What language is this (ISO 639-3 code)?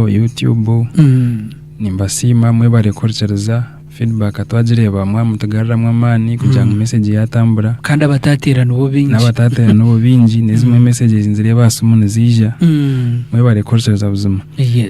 nyn